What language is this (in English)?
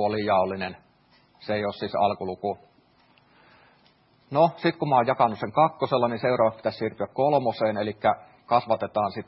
Finnish